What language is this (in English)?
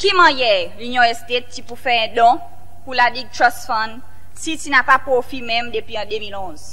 Seselwa Creole French